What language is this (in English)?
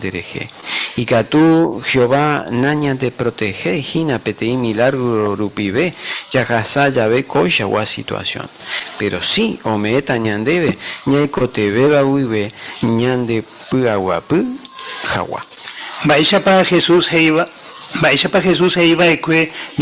Guarani